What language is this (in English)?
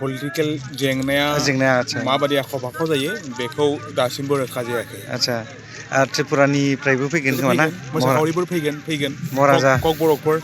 Bodo